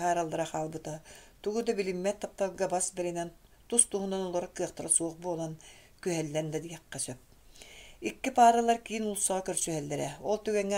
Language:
Yakut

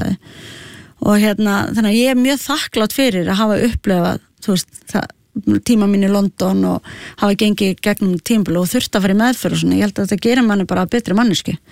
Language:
Icelandic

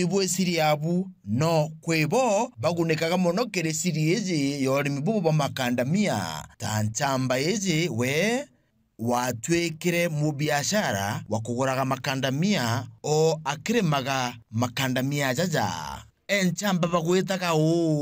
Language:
Meru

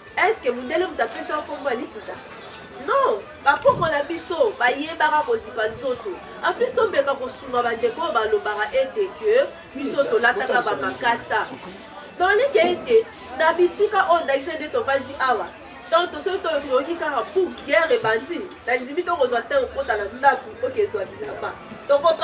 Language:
Lingala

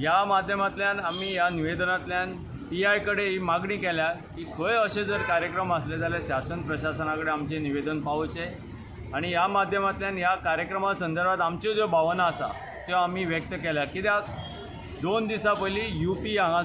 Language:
Konkani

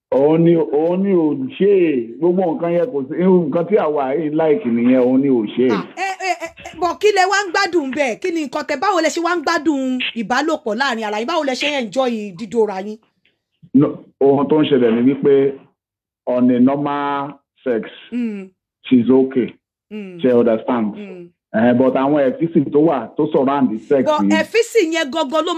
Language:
Yoruba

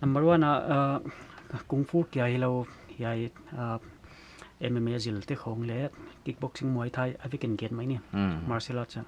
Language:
Paite Chin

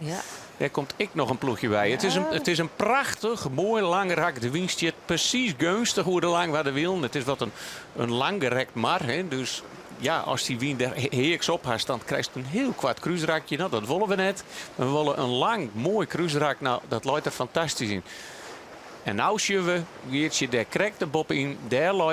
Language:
Western Frisian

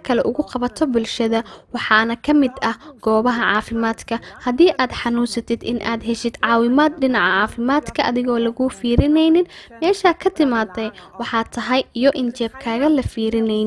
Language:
Somali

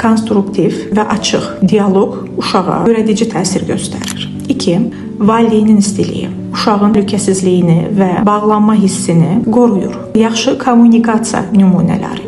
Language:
Azerbaijani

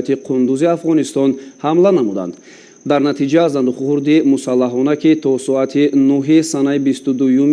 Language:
Tajik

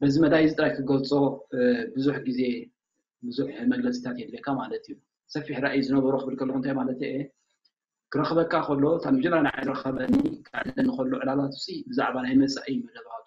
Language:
Tigrinya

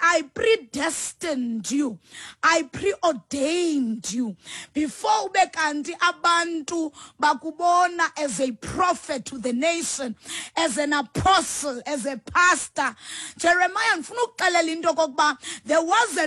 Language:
Xhosa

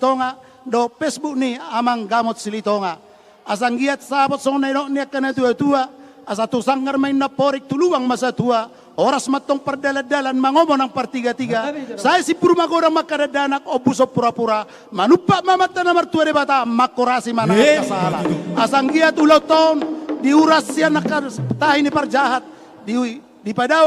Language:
Batak Toba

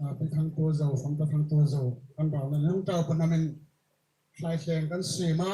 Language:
Hmar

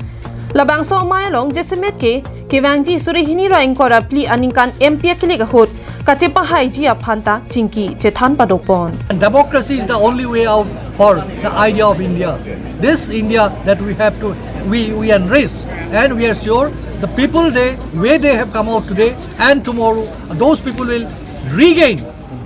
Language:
Karbi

